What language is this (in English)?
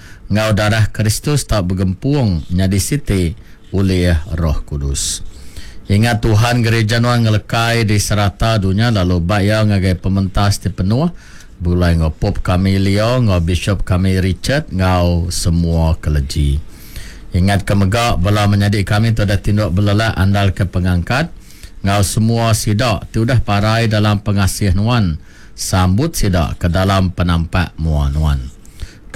Iban